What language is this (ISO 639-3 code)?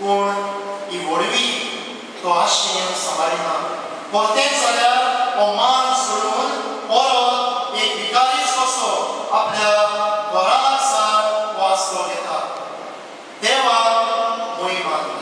kok